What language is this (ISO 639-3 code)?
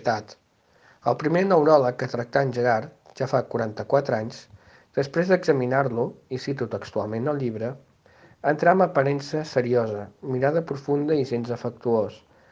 cat